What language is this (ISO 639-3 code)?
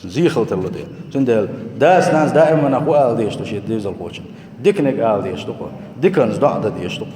che